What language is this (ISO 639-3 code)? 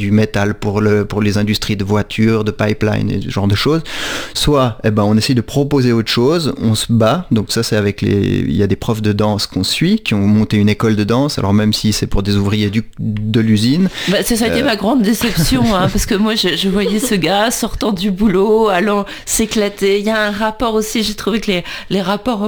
fra